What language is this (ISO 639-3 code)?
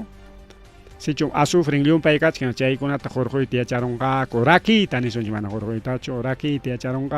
quy